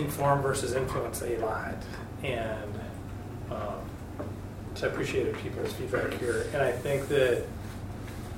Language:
English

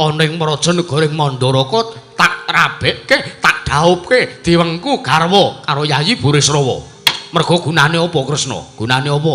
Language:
Javanese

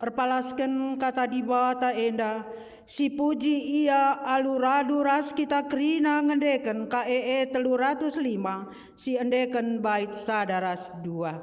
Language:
Batak Karo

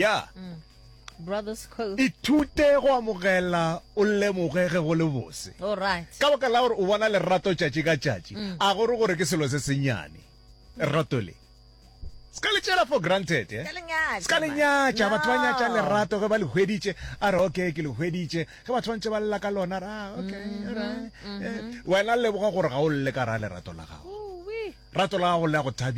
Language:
Northern Sotho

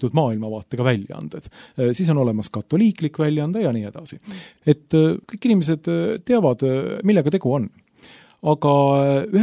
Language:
Estonian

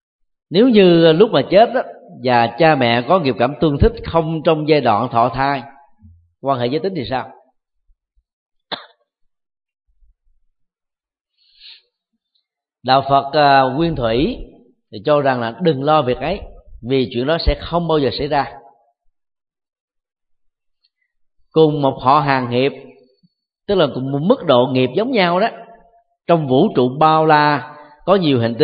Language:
Vietnamese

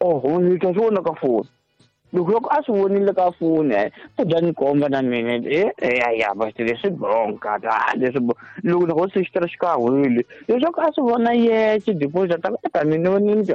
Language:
Tsonga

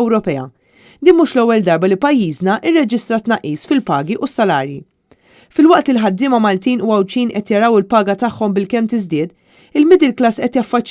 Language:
Maltese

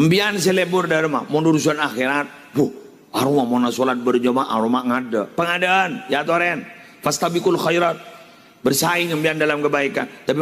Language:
Madurese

